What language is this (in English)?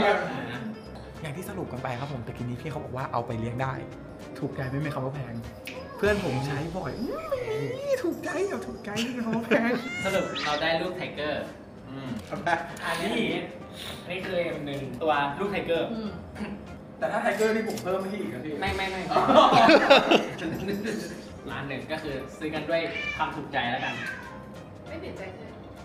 Thai